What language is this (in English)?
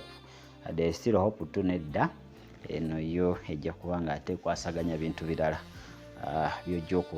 Ganda